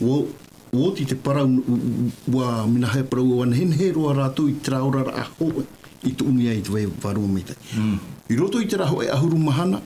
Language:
Tahitian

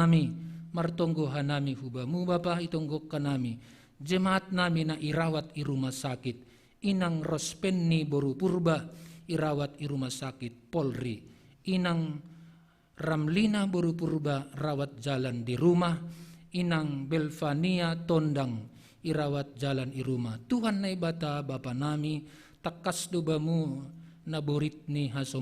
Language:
Batak Simalungun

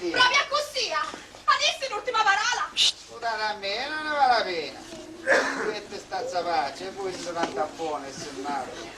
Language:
Sicilian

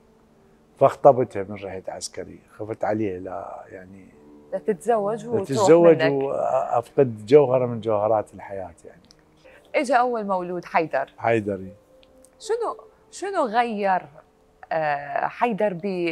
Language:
Mesopotamian Arabic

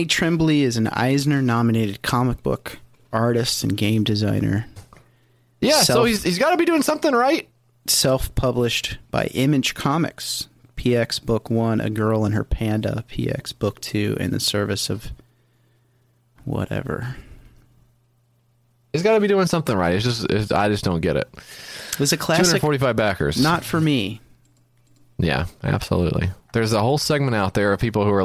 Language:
English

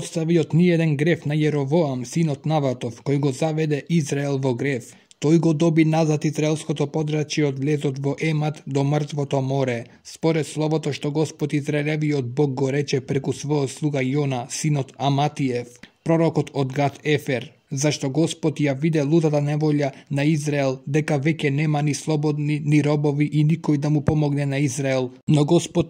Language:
Macedonian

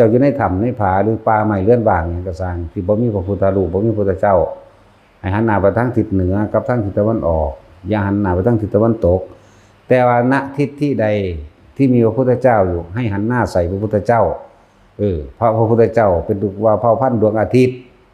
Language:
Northeastern Thai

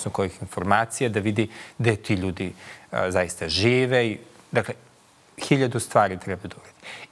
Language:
Serbian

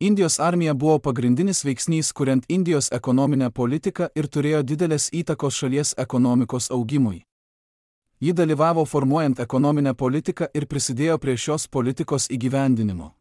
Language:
Lithuanian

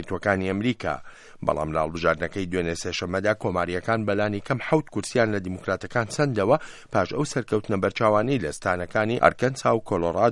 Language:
Central Kurdish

